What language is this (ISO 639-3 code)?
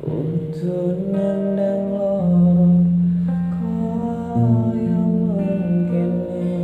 jav